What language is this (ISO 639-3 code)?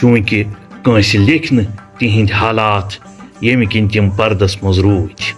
kas